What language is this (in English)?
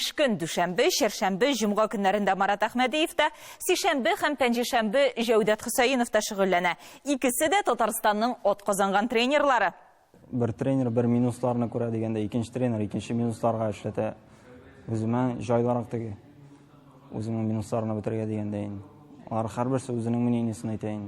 Tatar